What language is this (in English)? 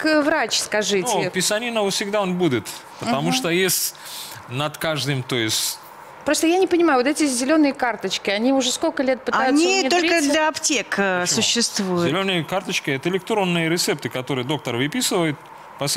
Russian